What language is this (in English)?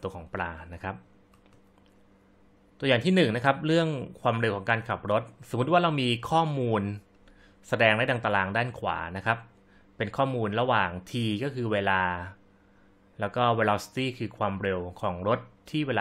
Thai